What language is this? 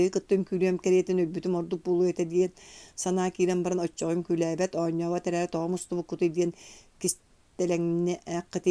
Yakut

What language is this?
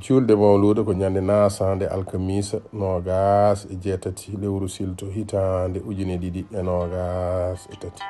Fula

